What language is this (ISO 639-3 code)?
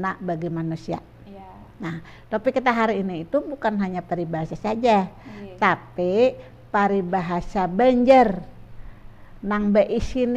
bjn